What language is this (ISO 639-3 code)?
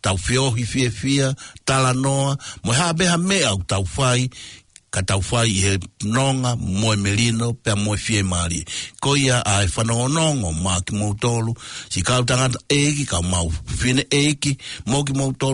ton